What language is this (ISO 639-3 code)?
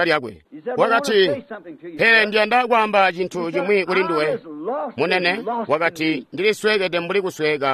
toi